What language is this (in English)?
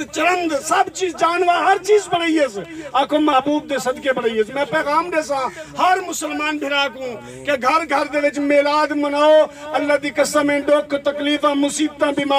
Saraiki